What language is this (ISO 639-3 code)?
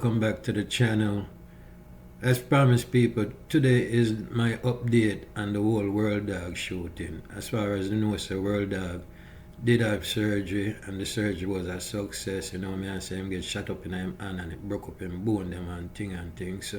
jam